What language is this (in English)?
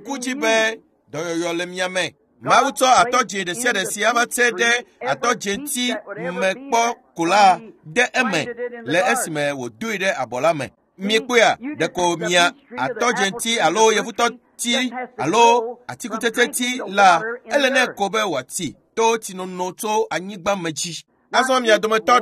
Ewe